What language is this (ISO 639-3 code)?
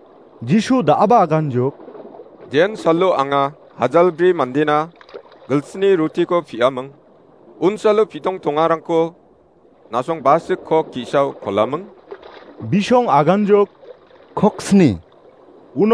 grt